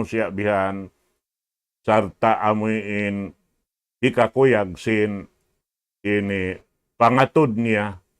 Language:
Tausug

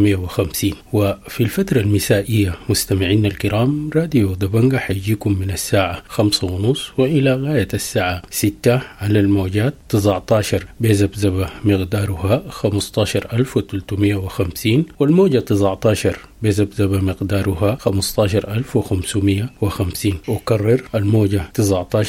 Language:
Sudanese Arabic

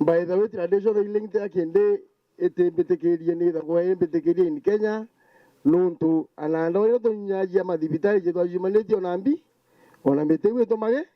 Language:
Meru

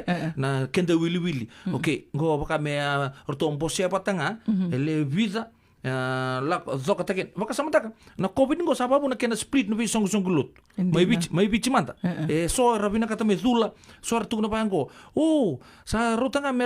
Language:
Fijian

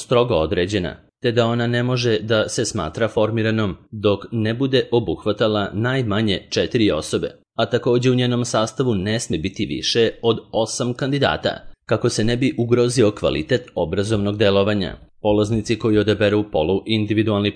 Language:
Serbian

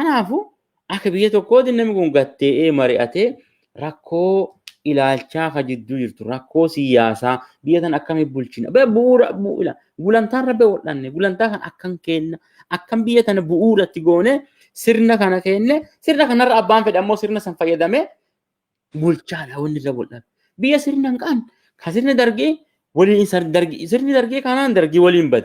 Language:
Oromo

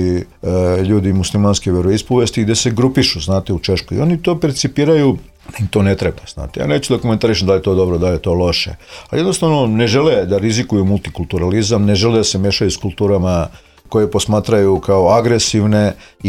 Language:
Serbian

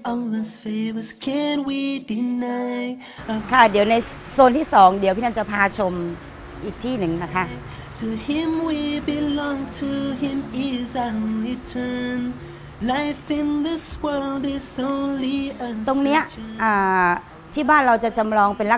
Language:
Thai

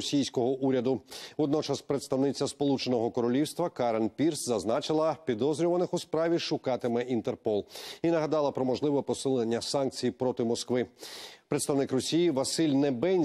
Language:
Ukrainian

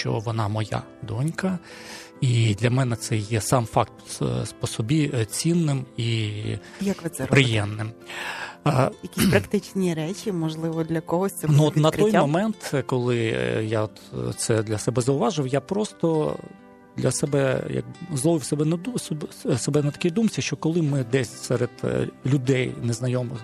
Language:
Ukrainian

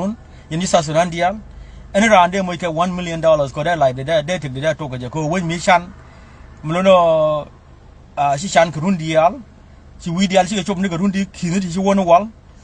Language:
Nuer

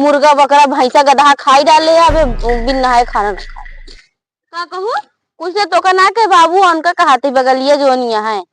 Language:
Awadhi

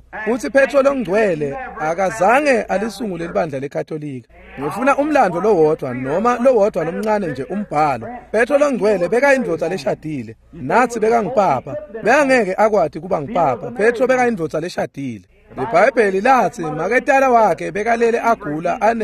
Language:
Swati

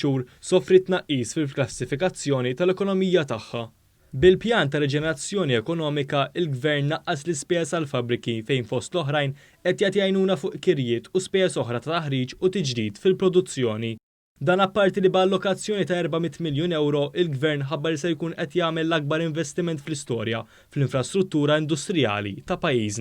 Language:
Maltese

